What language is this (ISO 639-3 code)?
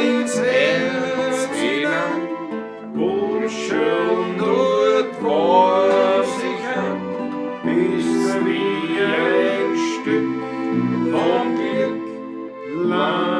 bar